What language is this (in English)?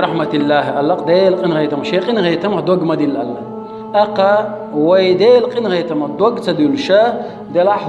Chechen